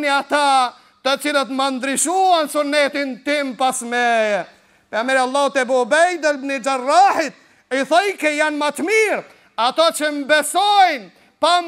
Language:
Albanian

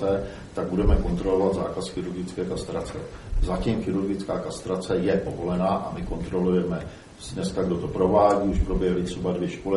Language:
Czech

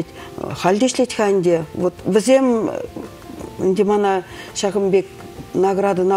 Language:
Chuvash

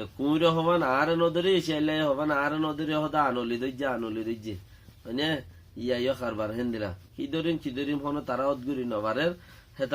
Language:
Rohingya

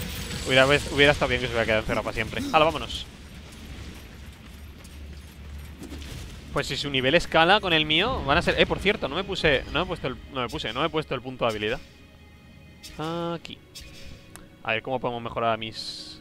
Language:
Spanish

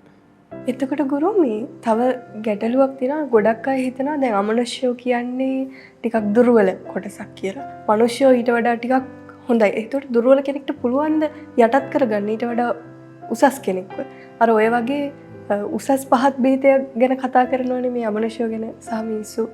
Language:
Sinhala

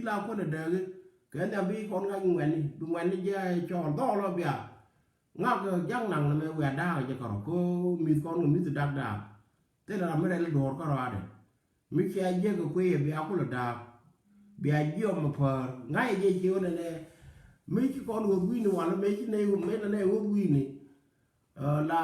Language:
Nuer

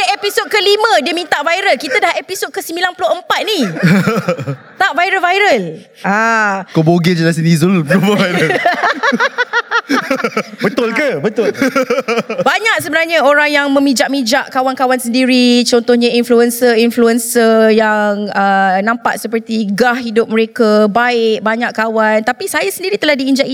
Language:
Malay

